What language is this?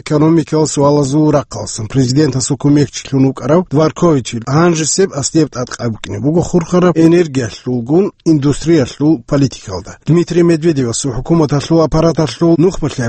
Avaric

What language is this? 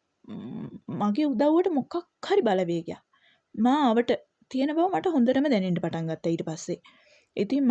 Sinhala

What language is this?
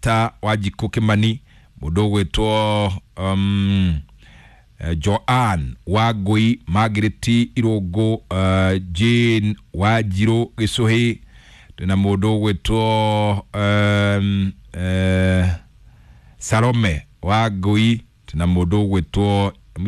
Kikuyu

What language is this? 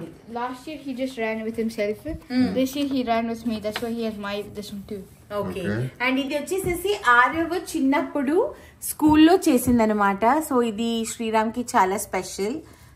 Telugu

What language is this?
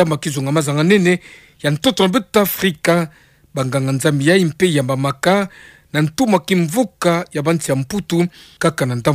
Kituba (Democratic Republic of Congo)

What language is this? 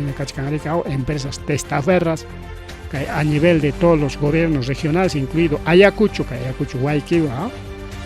Ayacucho Quechua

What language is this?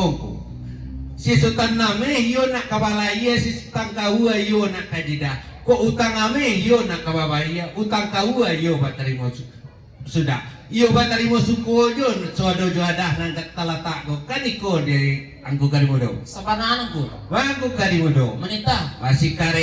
Minangkabau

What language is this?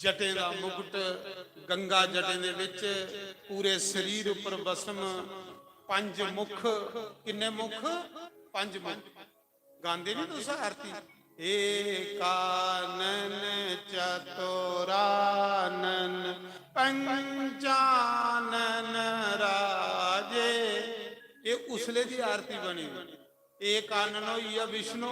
Dogri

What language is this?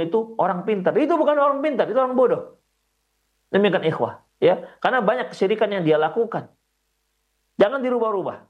Indonesian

